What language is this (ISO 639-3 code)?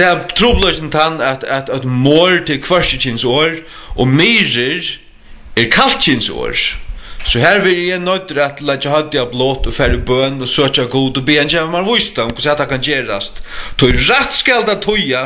fao